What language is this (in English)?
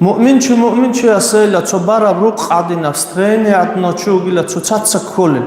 Avaric